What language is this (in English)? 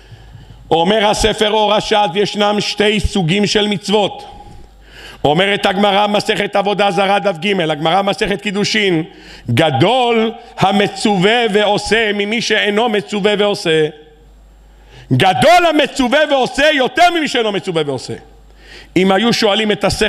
Hebrew